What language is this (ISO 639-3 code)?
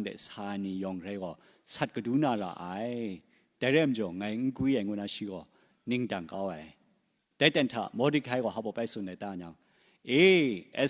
kac